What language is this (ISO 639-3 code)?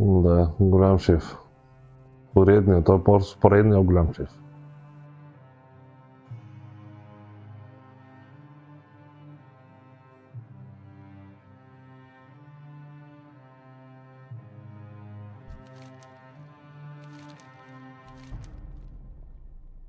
bul